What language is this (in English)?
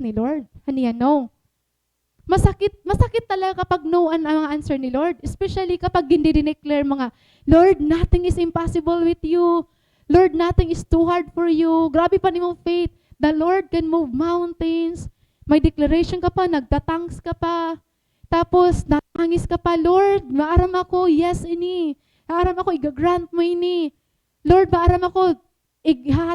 Waray